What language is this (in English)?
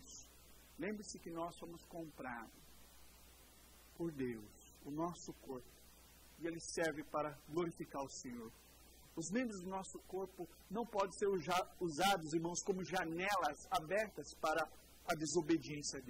Portuguese